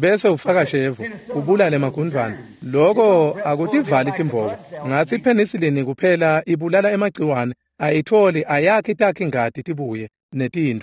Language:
Swati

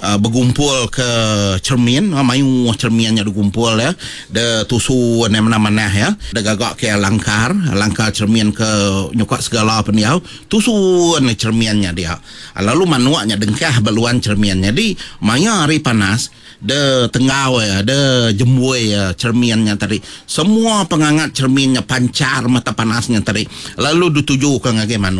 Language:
Iban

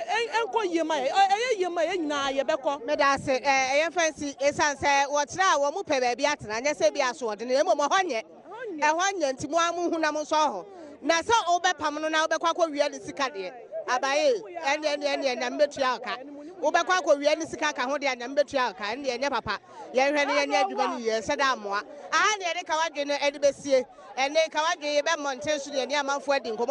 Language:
Akan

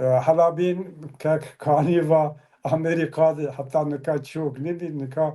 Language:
Zaza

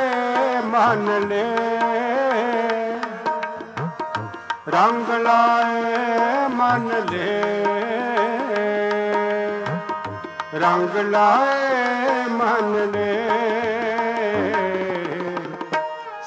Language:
Punjabi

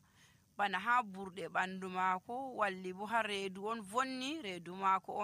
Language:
Nigerian Fulfulde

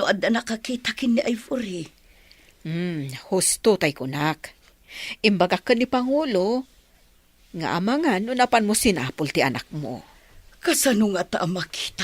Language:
Iloko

